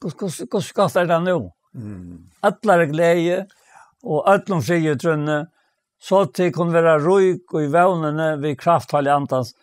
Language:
Faroese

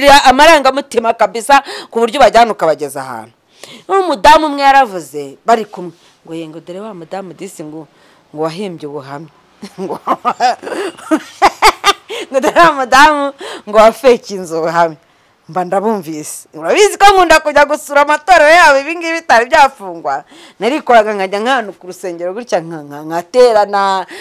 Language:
Kinyarwanda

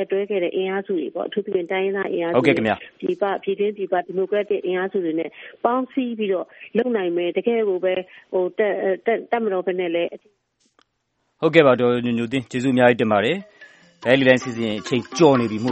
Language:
Burmese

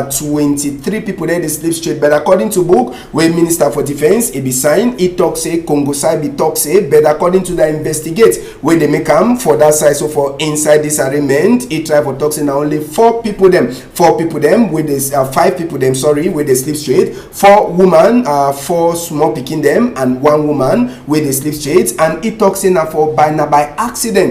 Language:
Cameroon Pidgin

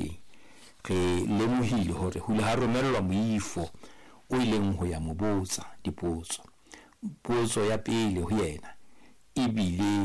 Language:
Southern Sotho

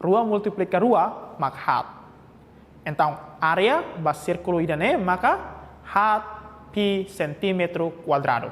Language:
Tetum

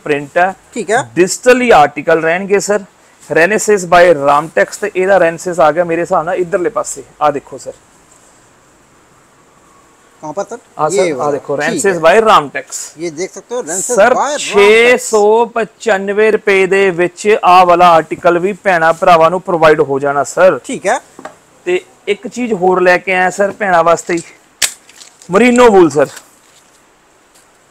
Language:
Punjabi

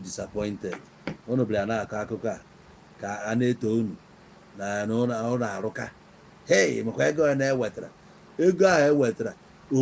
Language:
Igbo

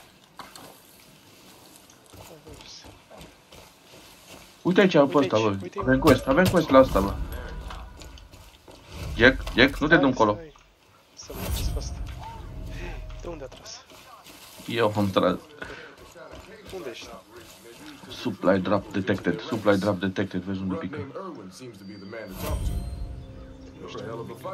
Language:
Romanian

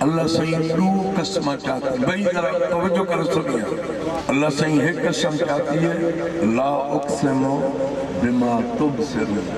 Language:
Saraiki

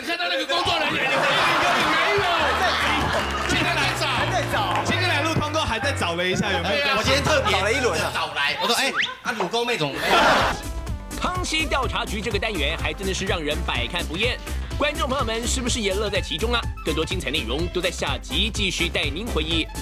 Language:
Chinese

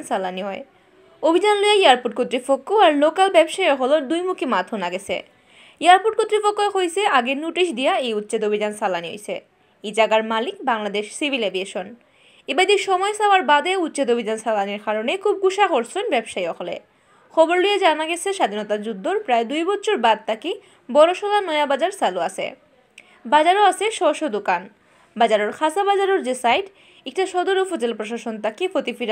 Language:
Sylheti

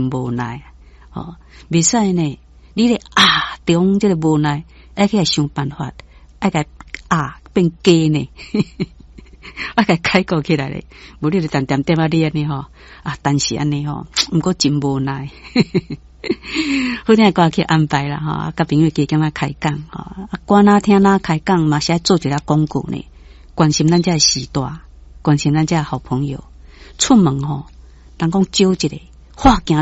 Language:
Min Nan Chinese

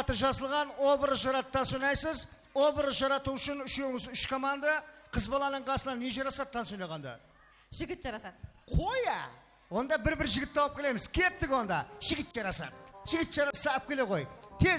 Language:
Kara-Kalpak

